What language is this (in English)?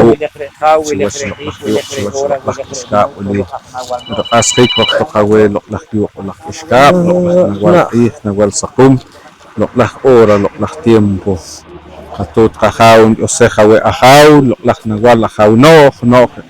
Poqomchi'